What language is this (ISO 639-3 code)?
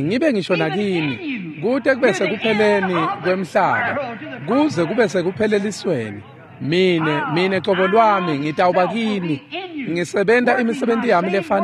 ssw